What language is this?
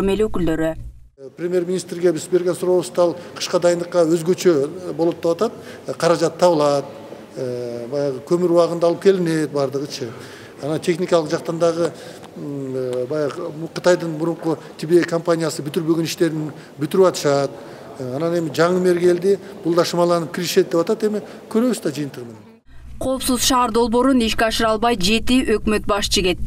Kyrgyz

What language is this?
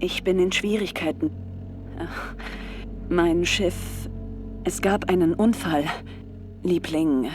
Bavarian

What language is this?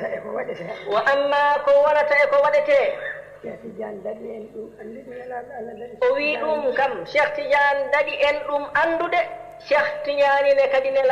Fula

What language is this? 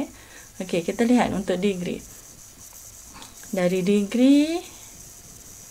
Malay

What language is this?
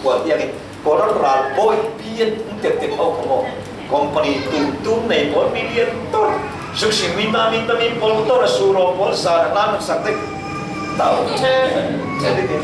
Falam Chin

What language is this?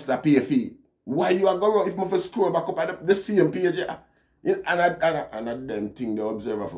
Jamaican Creole English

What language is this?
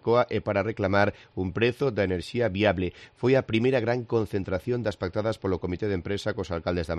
Galician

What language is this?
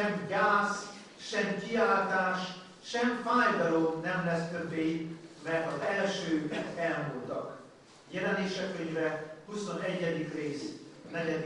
Hungarian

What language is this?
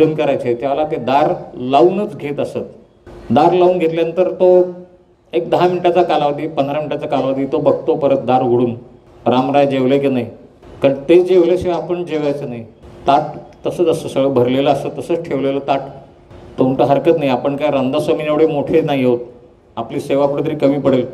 Marathi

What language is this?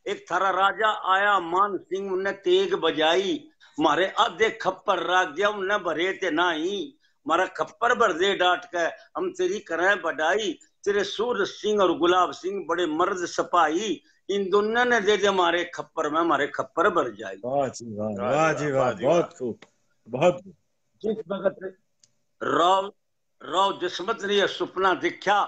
Haryanvi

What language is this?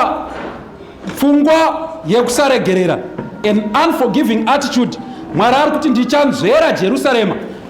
Shona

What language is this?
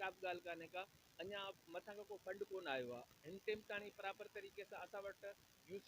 Sindhi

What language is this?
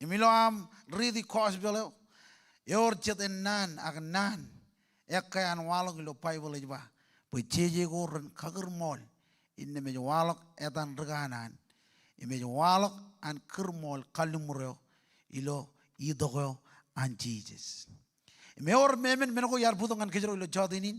Marshallese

